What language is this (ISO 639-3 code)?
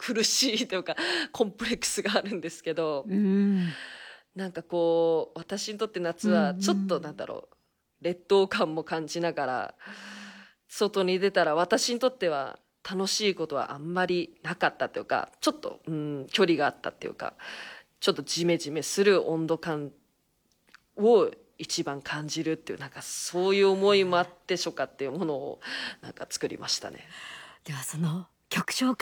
jpn